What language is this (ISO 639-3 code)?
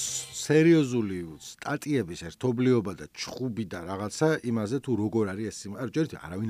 kat